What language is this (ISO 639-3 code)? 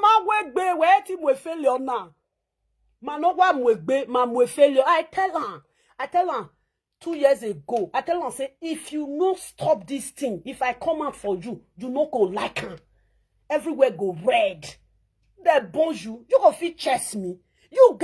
pcm